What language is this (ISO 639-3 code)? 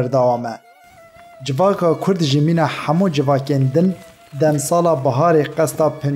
kur